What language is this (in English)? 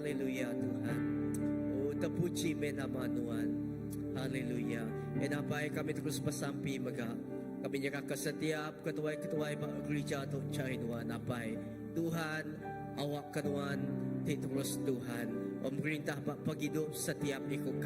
Iban